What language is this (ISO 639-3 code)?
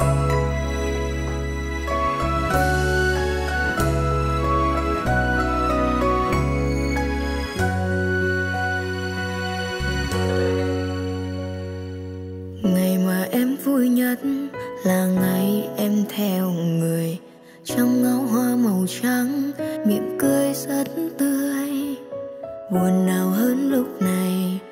vie